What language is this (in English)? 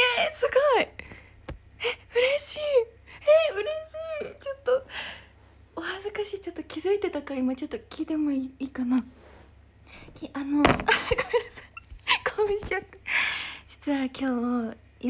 Japanese